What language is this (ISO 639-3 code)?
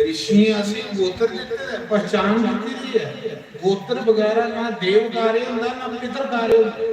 doi